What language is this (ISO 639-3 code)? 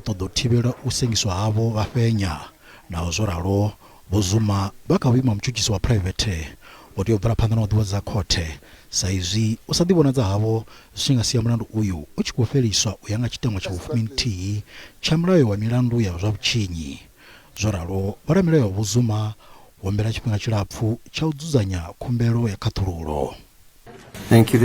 ven